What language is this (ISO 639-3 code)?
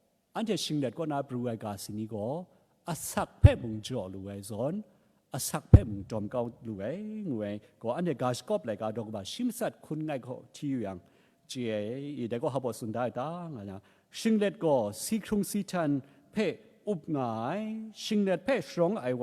kac